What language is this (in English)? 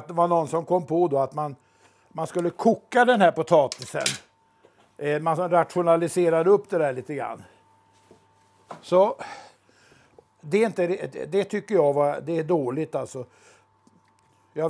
Swedish